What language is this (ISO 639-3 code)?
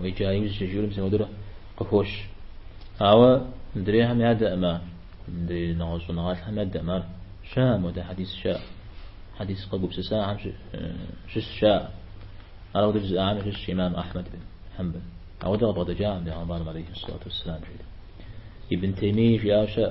kbd